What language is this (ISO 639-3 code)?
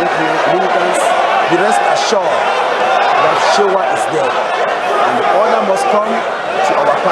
wes